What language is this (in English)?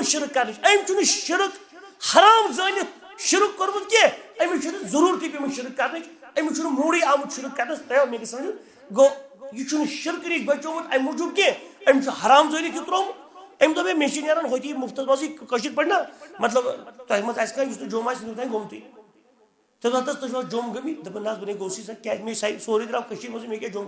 Kashmiri